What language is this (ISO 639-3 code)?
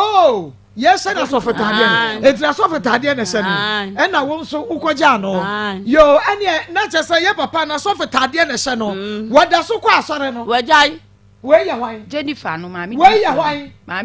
aka